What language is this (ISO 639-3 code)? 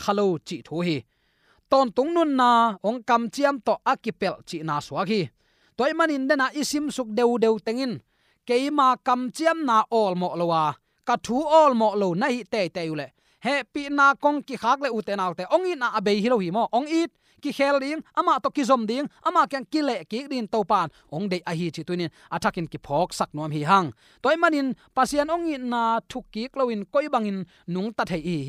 ctd